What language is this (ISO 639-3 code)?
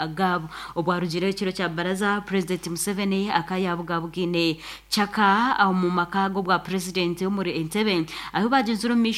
nyn